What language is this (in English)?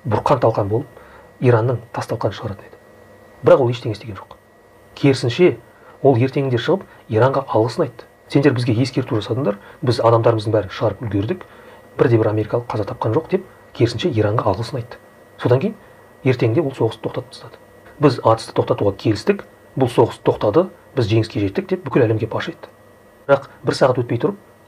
Kazakh